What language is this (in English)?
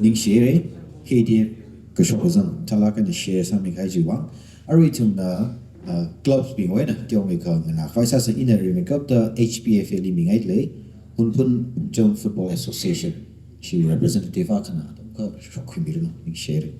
Tangkhul Naga (India)